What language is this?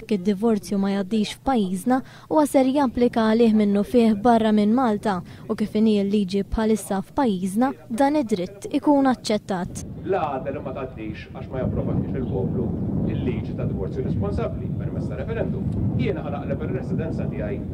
Maltese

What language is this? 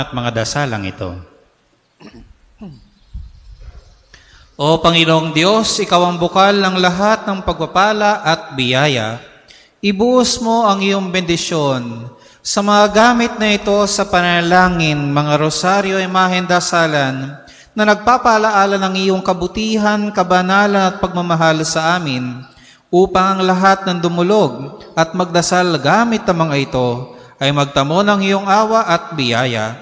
Filipino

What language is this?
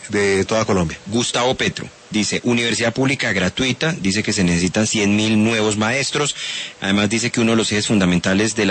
Spanish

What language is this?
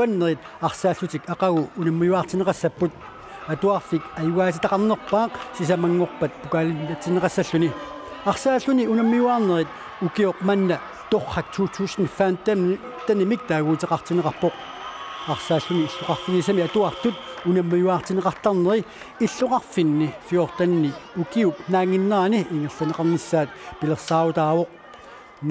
Kalaallisut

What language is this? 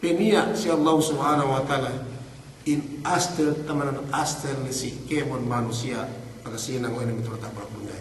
Yakan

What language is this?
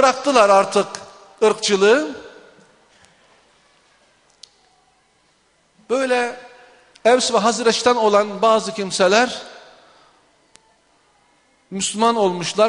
Turkish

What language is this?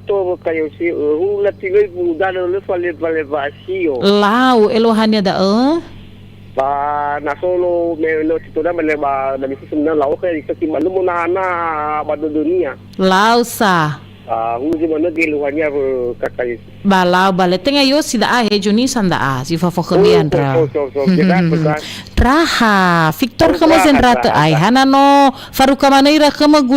Nias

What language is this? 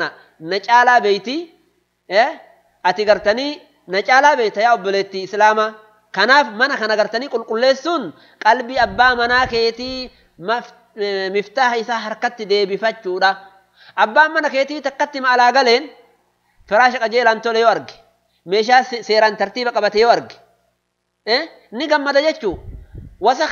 Oromo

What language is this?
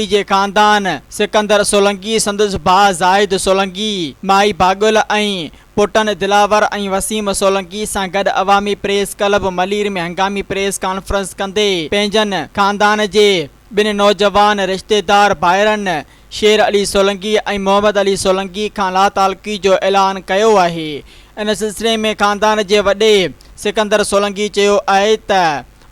Sindhi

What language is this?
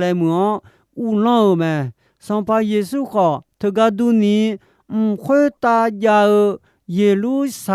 Akha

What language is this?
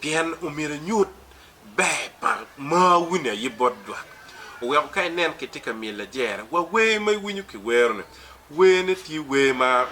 Acoli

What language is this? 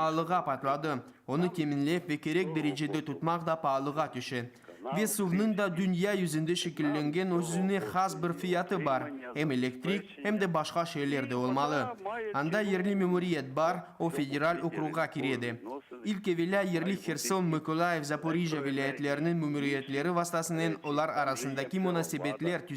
Crimean Tatar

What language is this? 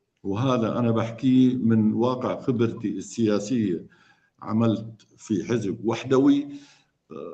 North Levantine Arabic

